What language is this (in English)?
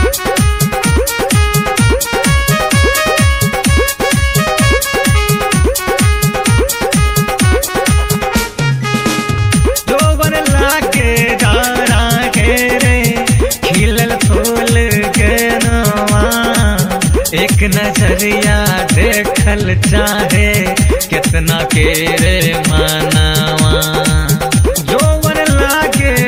Bhojpuri